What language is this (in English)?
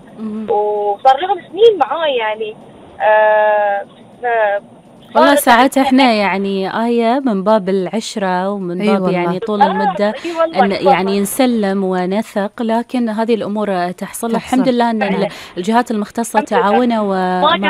Gulf Arabic